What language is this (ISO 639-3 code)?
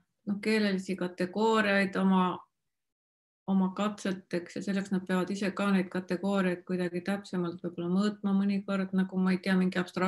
est